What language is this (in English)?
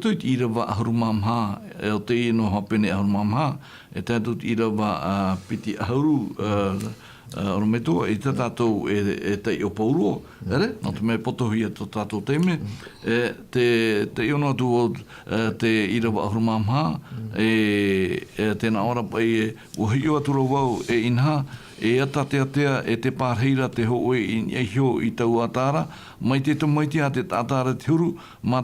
Tahitian